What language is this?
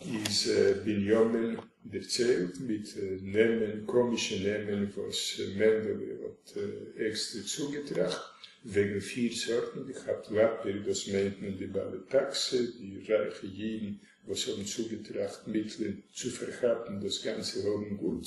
Yiddish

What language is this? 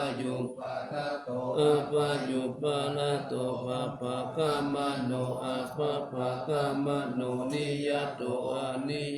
Pali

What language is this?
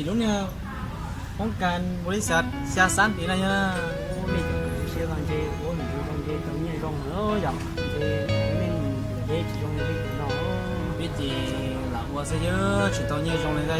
Hmong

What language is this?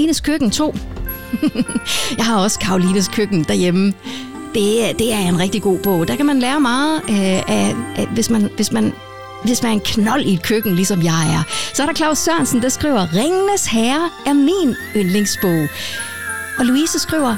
Danish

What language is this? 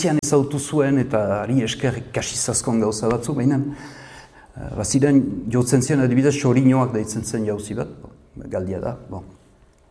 Basque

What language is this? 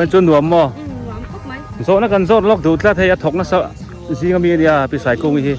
Biete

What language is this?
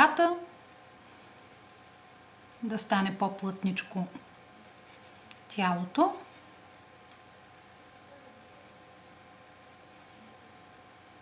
Bulgarian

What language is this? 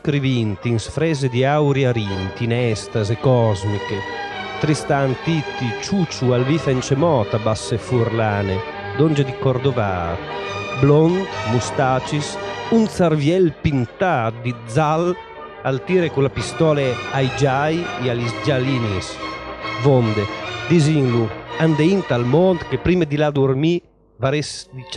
Friulian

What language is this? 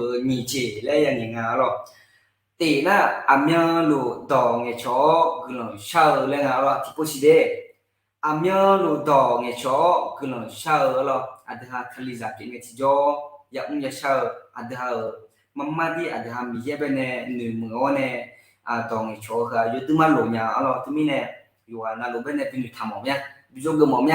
Akha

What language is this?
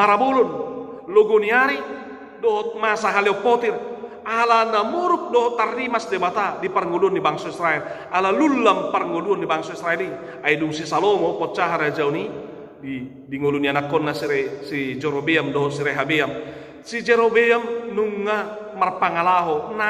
Batak Toba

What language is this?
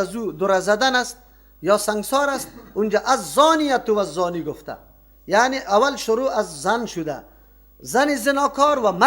Persian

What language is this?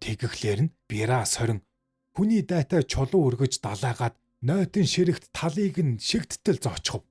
Mongolian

